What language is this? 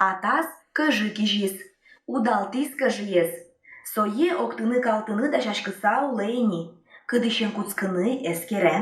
Udmurt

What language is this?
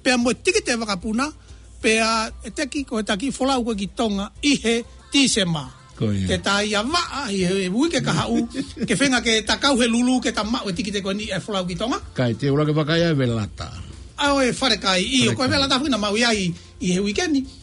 Tongan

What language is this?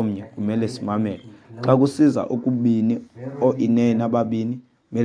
Xhosa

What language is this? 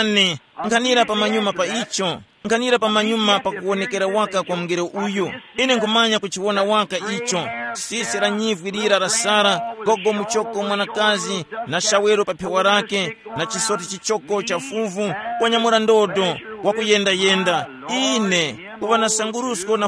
Tumbuka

